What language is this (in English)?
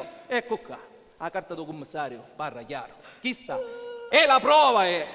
Sicilian